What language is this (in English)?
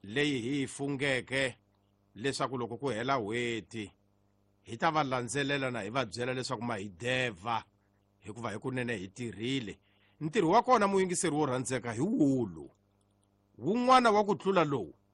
Tsonga